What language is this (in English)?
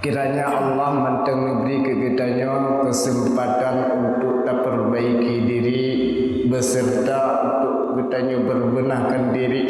Achinese